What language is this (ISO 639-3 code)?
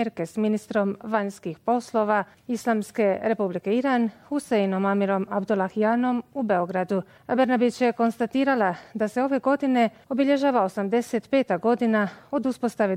bos